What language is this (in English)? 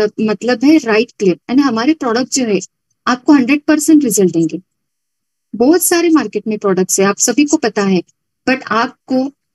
Hindi